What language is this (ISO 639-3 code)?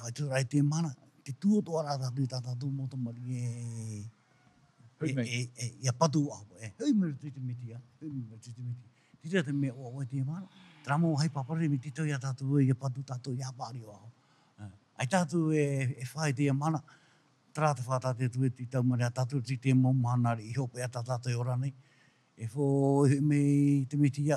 tah